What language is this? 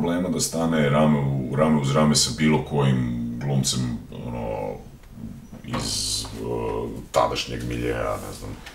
Serbian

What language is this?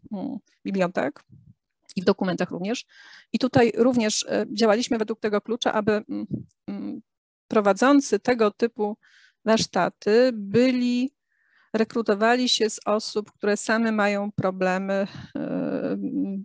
Polish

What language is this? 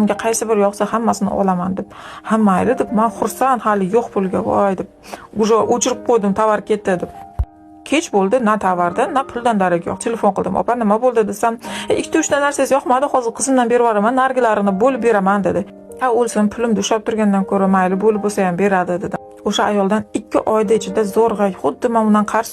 Uzbek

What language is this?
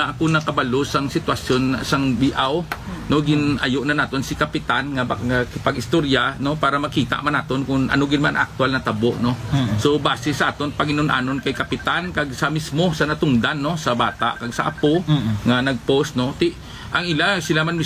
Hiligaynon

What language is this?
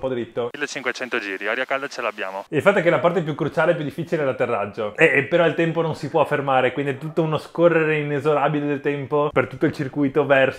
Italian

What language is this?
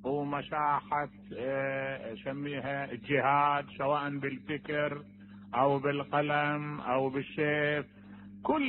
Mesopotamian Arabic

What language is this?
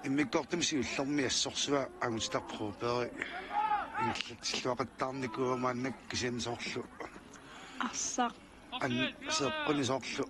Kalaallisut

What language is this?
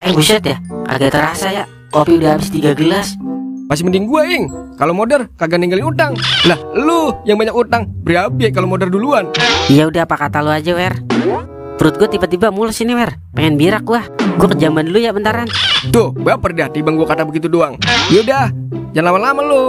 Betawi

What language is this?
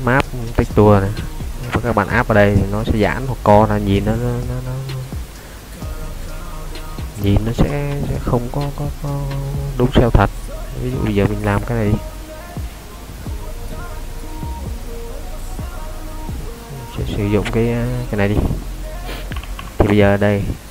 Vietnamese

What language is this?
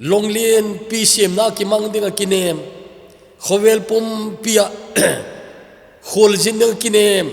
Thado Chin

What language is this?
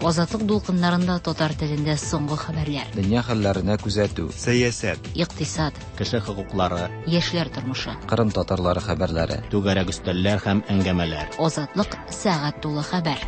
Tatar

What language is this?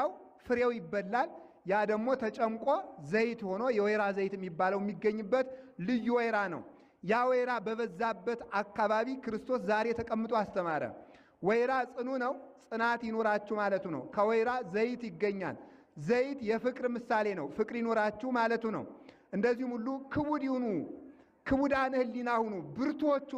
Amharic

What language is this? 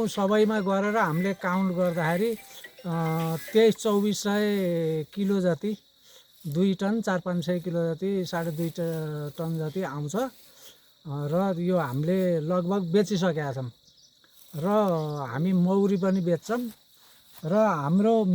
Nepali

